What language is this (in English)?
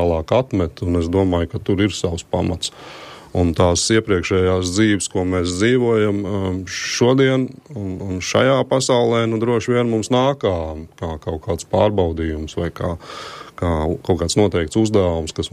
Latvian